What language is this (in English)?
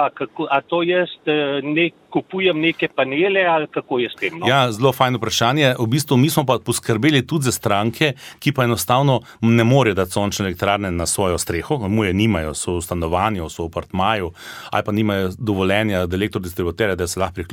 Slovenian